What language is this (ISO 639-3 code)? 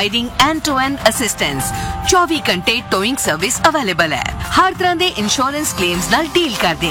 pan